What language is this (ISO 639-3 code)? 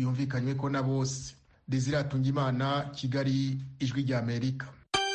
kin